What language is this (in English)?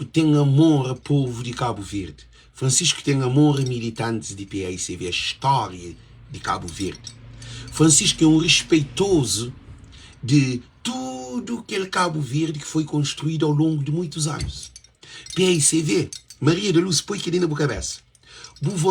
Kabuverdianu